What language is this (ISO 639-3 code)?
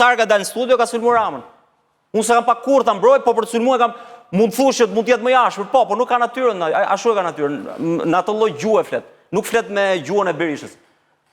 sqi